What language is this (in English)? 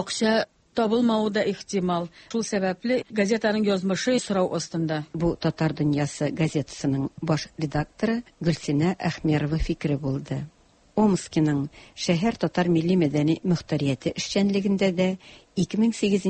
Tatar